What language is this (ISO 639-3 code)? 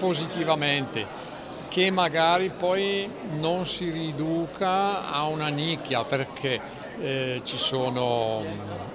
ita